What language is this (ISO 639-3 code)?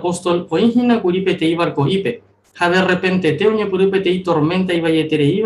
grn